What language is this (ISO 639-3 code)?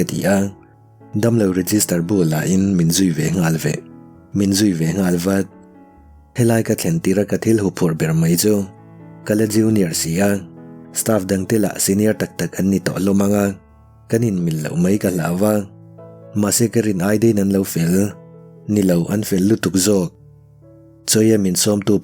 lus